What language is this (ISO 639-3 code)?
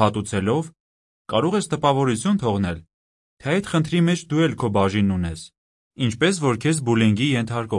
hye